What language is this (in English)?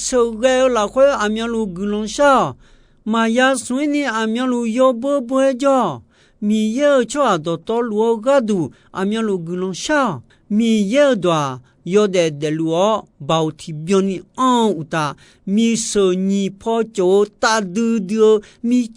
Akha